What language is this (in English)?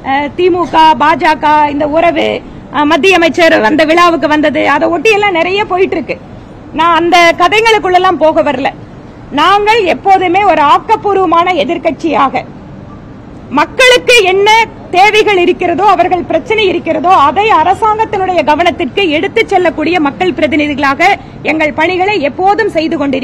Tamil